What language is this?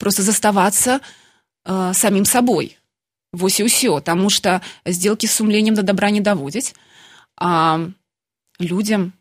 Belarusian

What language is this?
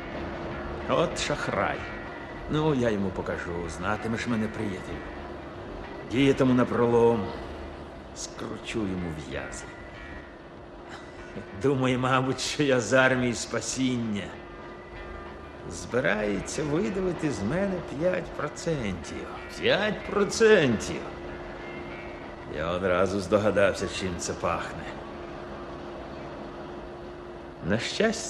Ukrainian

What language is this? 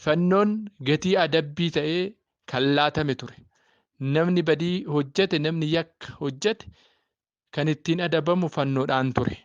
Oromo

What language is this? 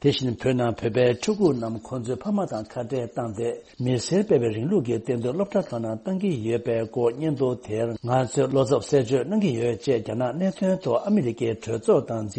Tibetan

